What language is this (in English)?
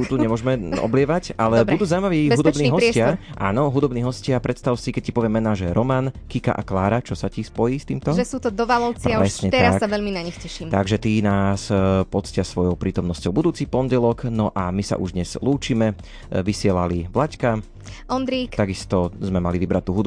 Slovak